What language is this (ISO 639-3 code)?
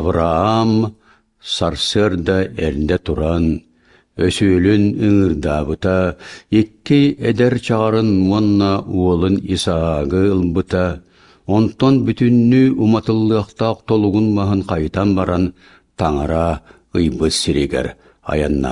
sah